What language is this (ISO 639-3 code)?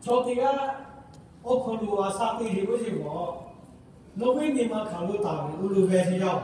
lhu